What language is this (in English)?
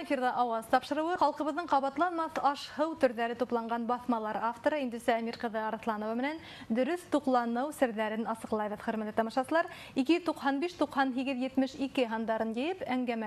Bashkir